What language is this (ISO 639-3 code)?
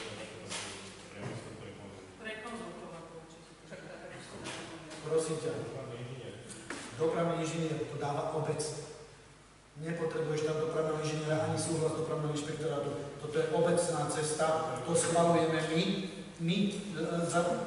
slk